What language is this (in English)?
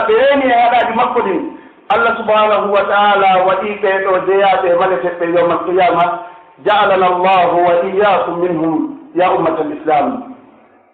Pular